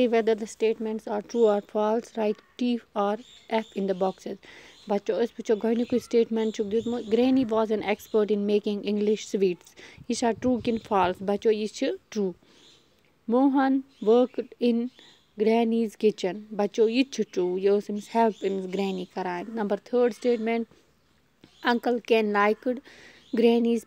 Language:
Kashmiri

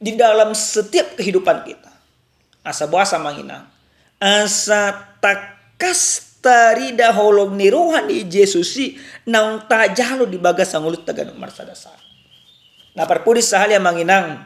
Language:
Batak Toba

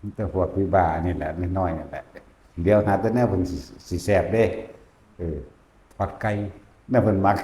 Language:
Northeastern Thai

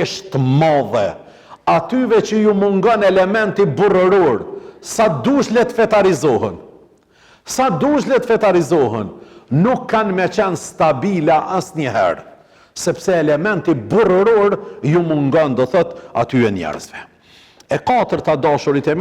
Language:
Albanian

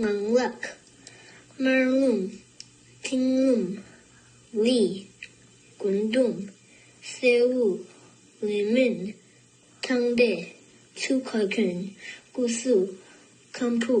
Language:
Tibetan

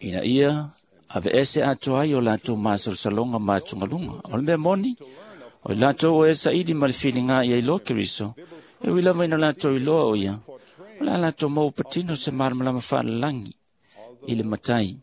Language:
Samoan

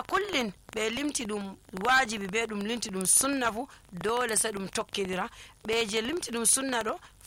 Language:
Nigerian Fulfulde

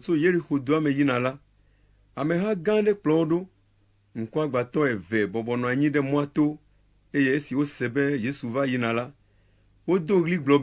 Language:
Ewe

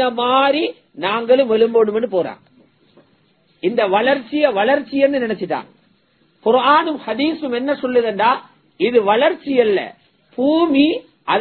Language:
Tamil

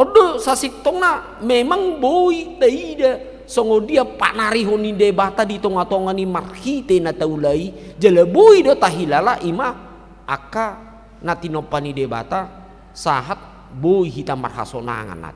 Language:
Batak Toba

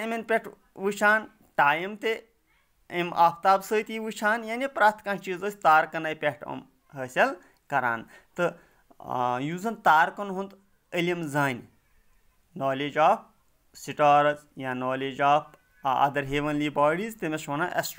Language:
Kashmiri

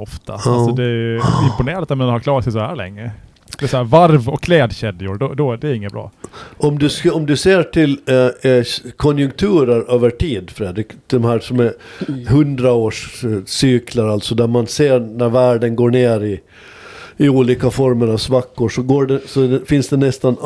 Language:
Swedish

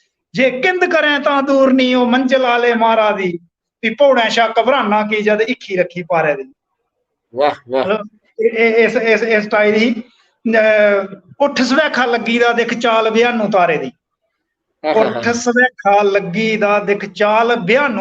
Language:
Dogri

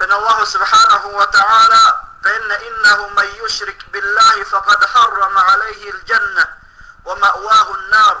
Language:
Yakan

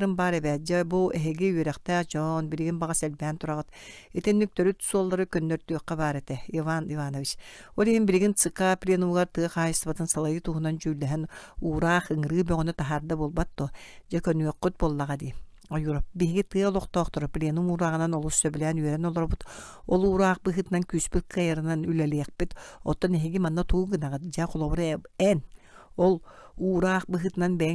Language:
Yakut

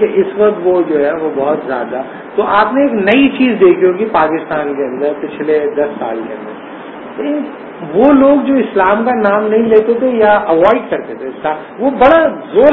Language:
Urdu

